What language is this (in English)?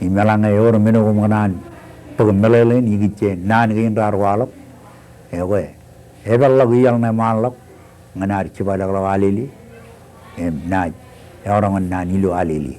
Marshallese